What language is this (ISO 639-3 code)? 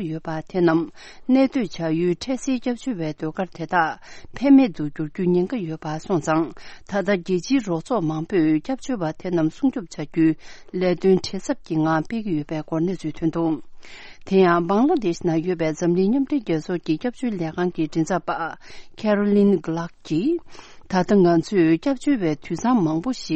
bod